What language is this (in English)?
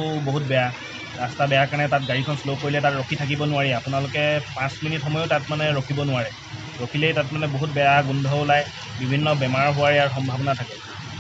Assamese